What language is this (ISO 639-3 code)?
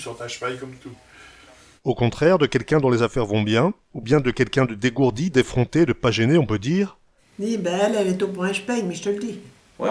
pcd